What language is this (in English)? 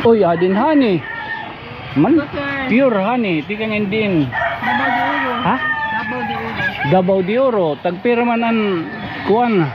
Waray